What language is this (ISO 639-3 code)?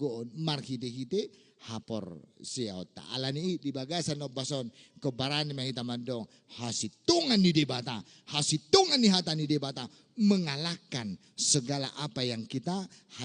bbc